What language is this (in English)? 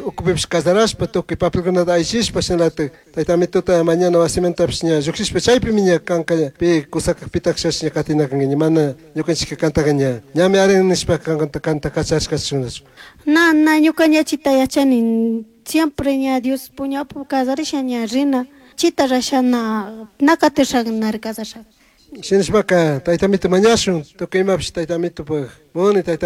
Chimborazo Highland Quichua